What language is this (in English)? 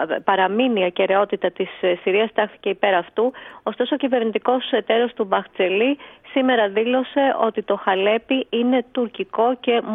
Greek